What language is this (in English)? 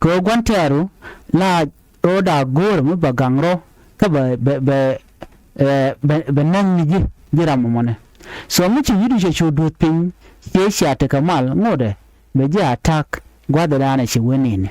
Nuer